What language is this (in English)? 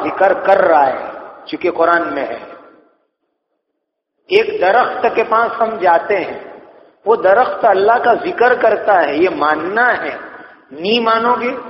Urdu